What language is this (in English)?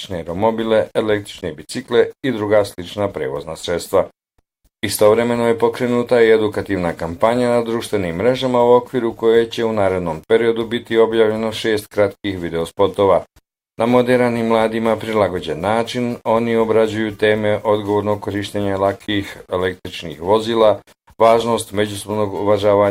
Bosnian